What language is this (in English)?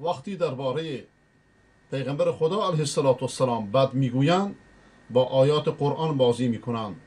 Persian